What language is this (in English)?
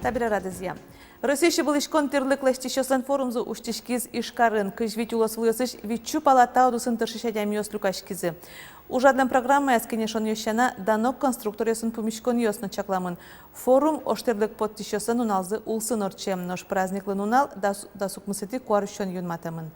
Udmurt